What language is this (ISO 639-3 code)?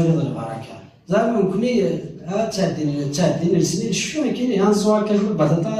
kab